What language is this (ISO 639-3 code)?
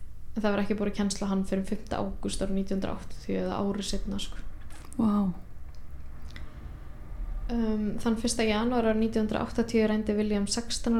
isl